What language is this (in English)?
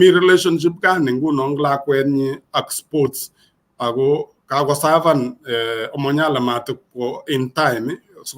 Kalenjin